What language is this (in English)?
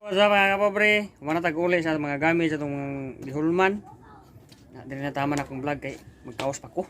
Cebuano